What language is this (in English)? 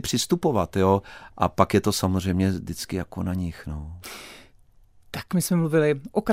Czech